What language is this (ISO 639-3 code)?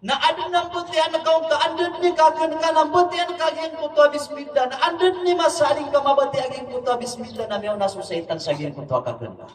mrw